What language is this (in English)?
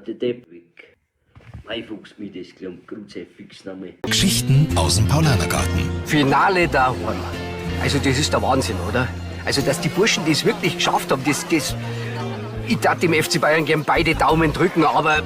Bavarian